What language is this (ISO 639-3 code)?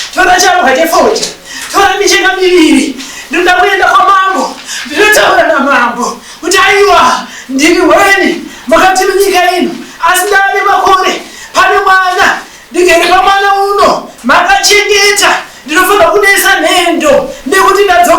sna